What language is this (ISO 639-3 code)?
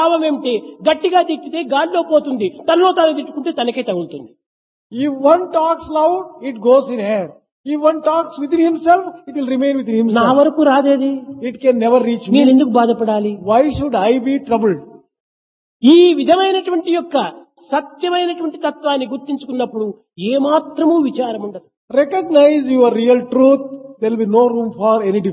tel